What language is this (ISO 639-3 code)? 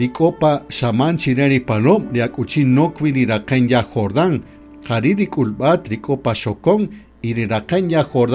cak